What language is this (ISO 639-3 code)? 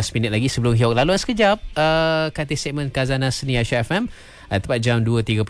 msa